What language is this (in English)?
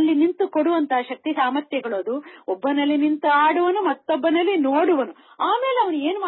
Kannada